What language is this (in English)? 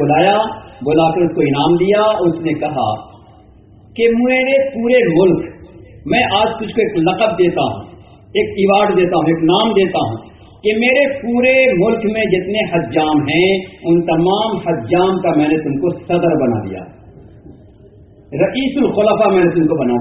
Urdu